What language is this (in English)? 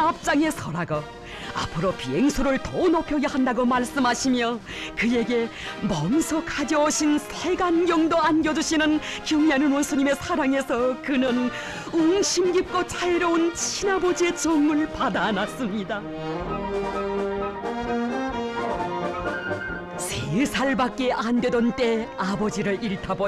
Korean